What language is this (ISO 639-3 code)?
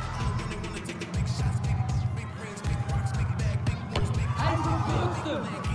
nld